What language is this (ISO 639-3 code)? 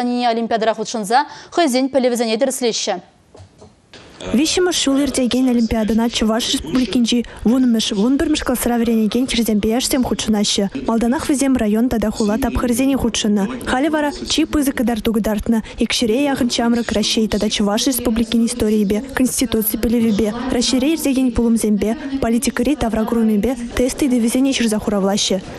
chv